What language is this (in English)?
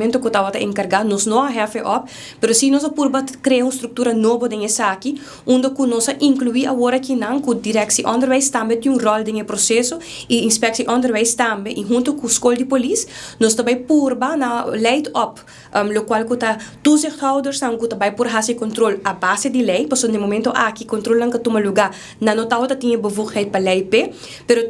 Papiamento